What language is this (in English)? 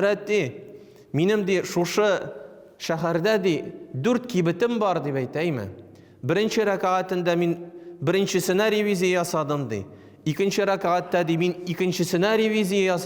Tatar